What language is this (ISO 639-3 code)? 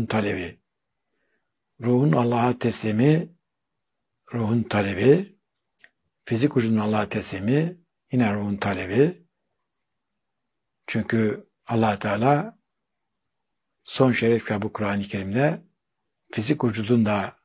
tur